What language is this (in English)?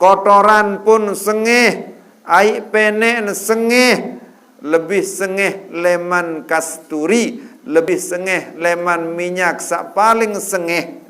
Sasak